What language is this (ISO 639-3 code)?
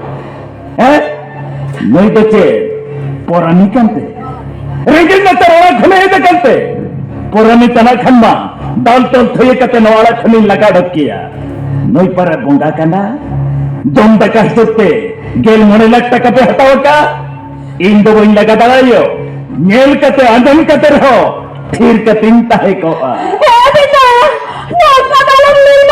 sat